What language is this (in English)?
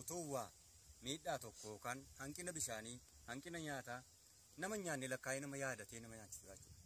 Oromo